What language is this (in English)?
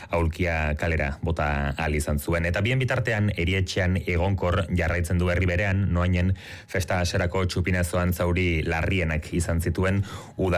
Basque